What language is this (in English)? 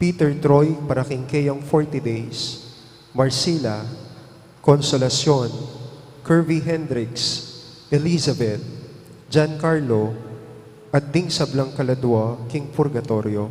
Pampanga